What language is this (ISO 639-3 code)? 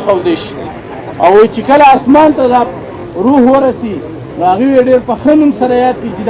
pus